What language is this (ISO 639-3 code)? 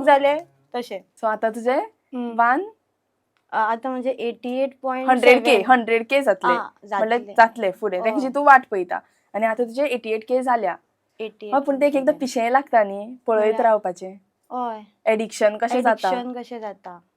kok